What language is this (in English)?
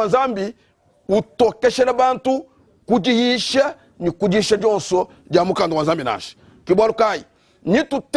Luba-Lulua